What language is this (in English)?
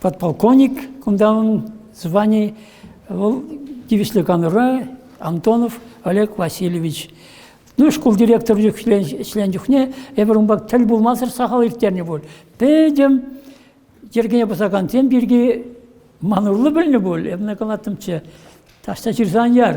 Chuvash